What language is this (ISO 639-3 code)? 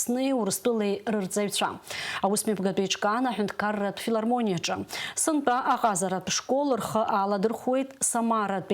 abk